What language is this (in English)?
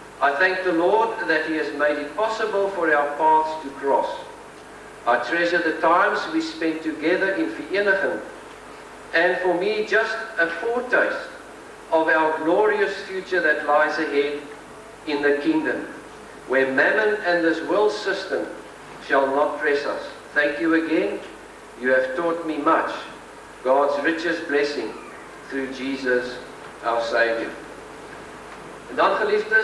Afrikaans